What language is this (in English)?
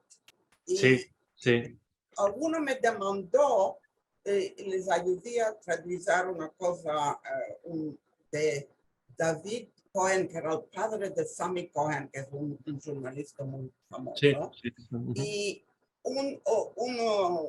Ladino